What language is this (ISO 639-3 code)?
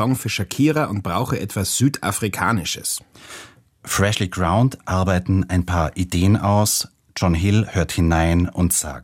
deu